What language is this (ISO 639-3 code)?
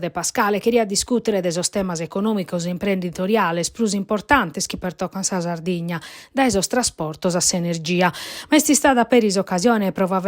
srd